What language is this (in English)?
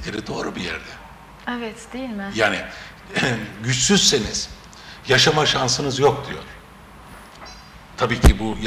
Turkish